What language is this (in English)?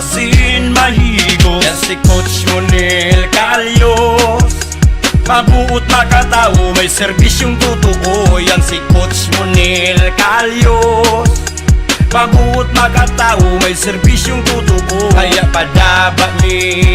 Bikol